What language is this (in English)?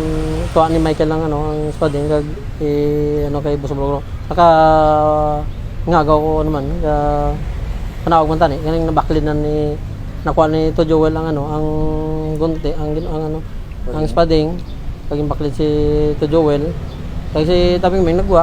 Hiligaynon